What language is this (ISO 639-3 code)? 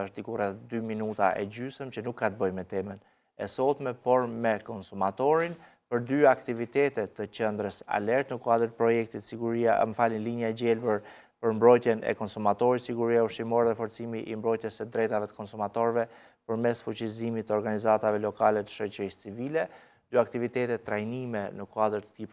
sqi